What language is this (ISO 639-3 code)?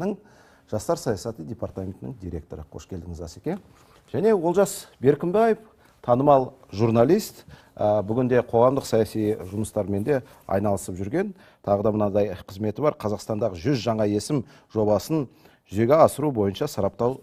kaz